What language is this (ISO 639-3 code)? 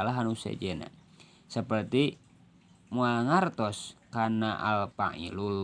sun